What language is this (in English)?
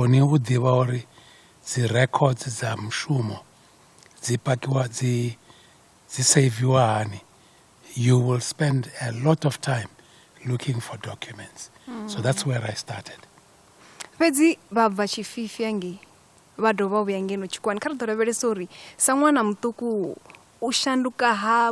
Venda